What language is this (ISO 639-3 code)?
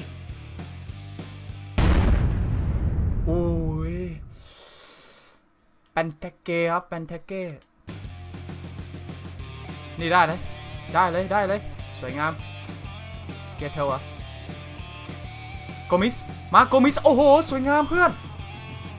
tha